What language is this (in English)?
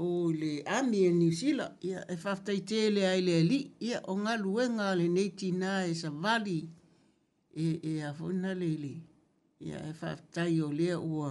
Samoan